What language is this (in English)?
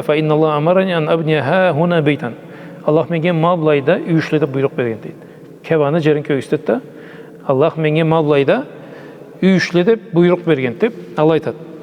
Karachay-Balkar